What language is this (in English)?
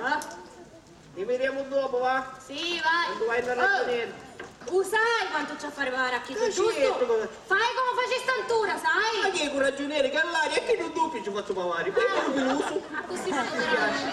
Sicilian